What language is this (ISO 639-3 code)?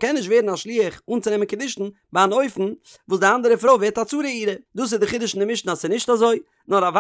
yid